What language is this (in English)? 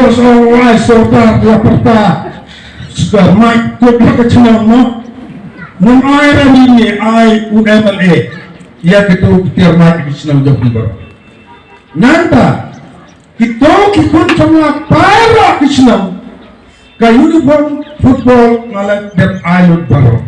Khasi